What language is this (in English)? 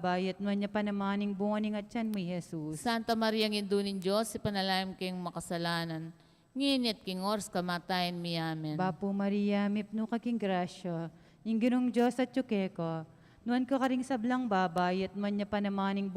Pampanga